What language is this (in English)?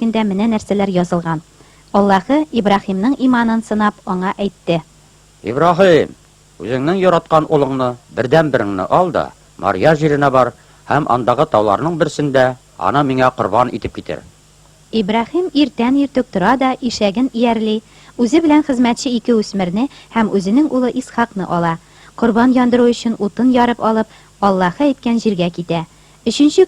Tatar